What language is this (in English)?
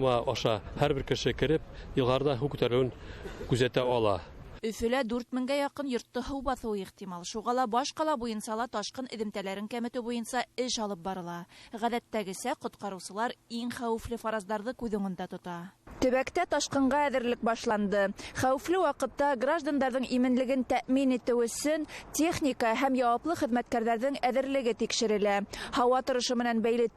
Bashkir